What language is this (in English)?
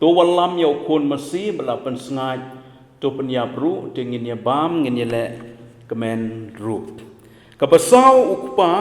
Khasi